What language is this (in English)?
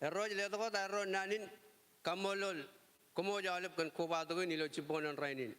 Marshallese